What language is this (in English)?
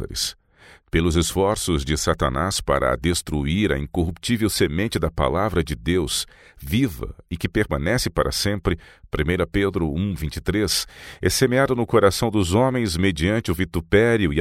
Portuguese